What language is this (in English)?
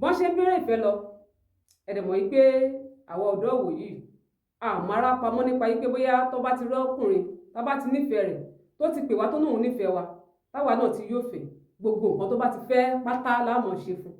Yoruba